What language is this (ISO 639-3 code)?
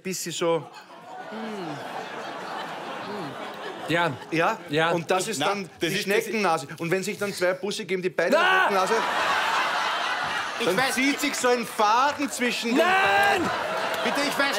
deu